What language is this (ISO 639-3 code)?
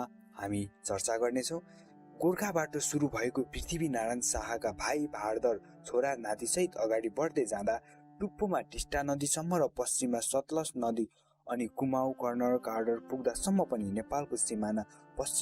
nep